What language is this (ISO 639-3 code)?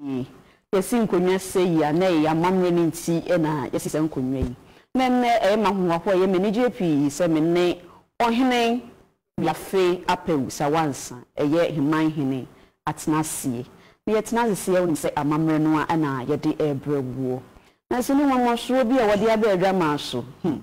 aka